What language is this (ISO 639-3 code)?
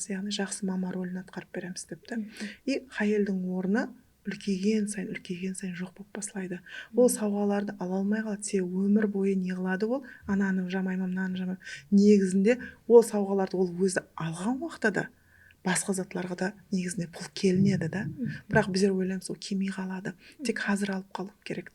kaa